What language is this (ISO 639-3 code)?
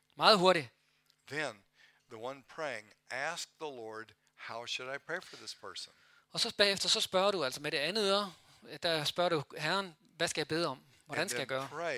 dan